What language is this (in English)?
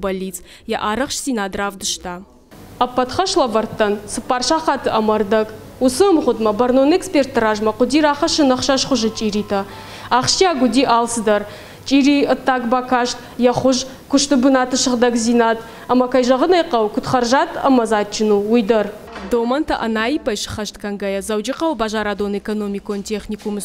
Ossetic